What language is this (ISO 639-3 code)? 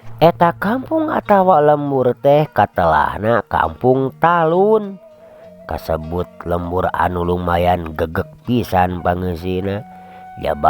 sun